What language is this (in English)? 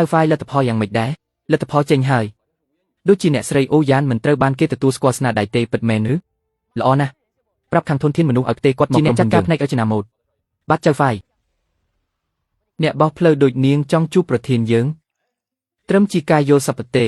Khmer